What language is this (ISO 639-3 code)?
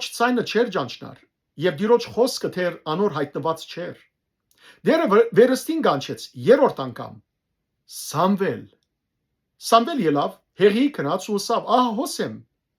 hyw